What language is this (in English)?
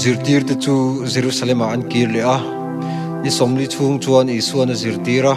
Mizo